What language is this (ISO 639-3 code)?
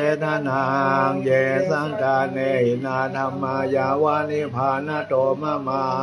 pli